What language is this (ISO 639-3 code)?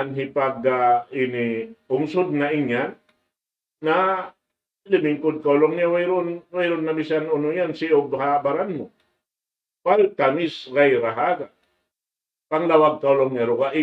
tsg